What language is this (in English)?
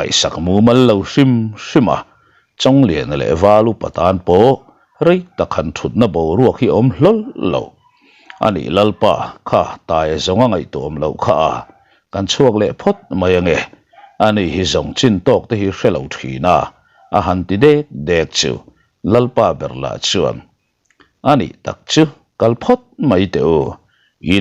Mizo